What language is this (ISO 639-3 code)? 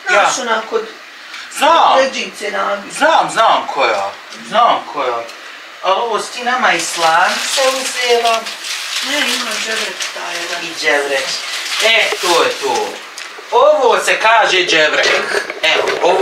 bos